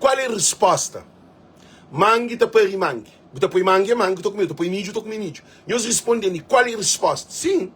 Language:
Kabuverdianu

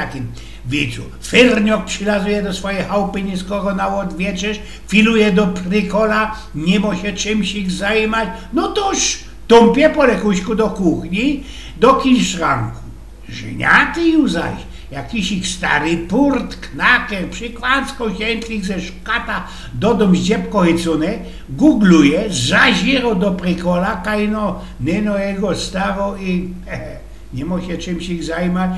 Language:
Silesian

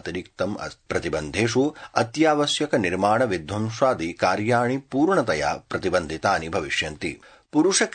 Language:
Sanskrit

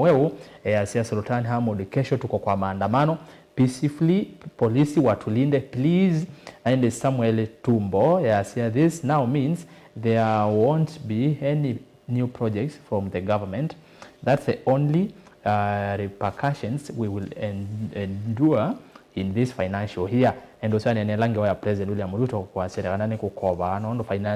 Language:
Kamba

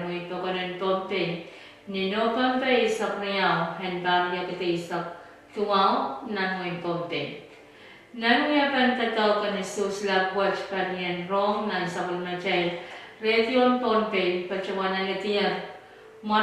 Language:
Pohnpeian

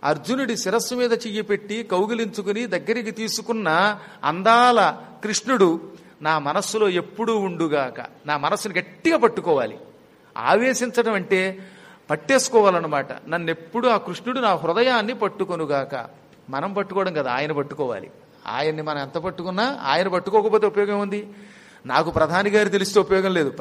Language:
Telugu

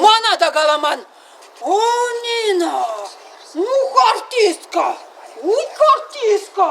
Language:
Chuvash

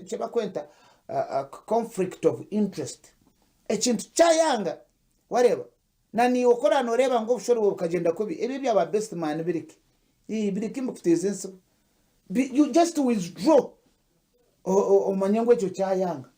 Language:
Nyankole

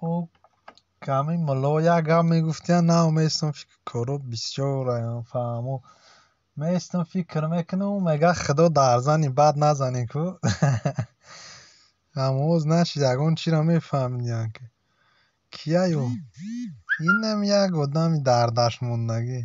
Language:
Tajik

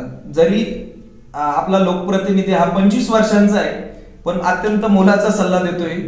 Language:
Marathi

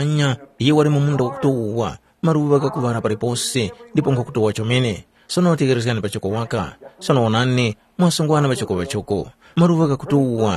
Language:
Tumbuka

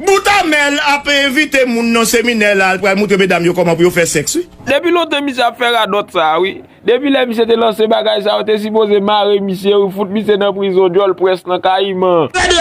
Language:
Haitian Creole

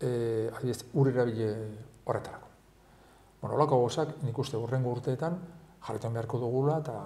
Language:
Basque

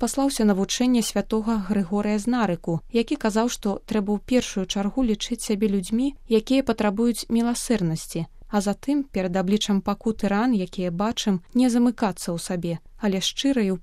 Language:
Belarusian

